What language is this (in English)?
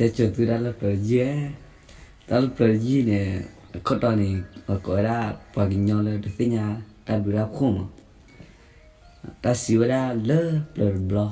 S'gaw Karen